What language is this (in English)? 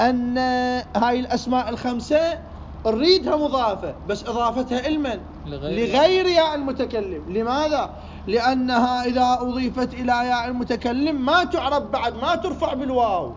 Mesopotamian Arabic